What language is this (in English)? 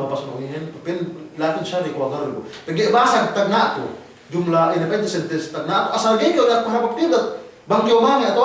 Yakan